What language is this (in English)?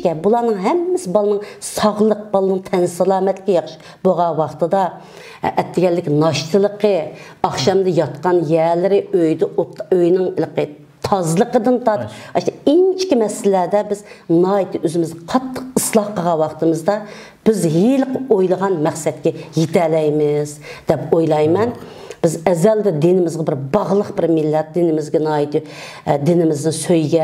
Uyghur